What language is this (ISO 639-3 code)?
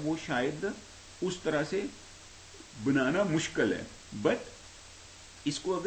hin